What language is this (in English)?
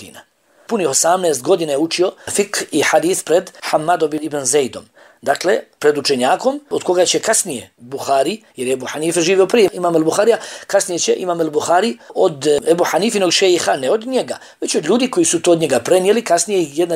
Bosnian